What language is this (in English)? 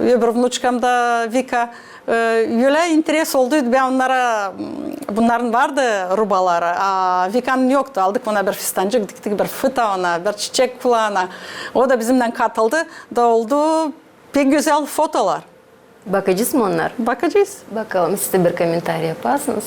Gagauz